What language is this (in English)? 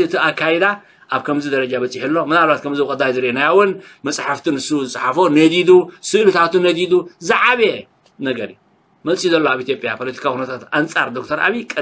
Tigrinya